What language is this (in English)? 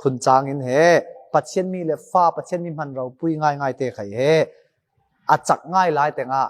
Falam Chin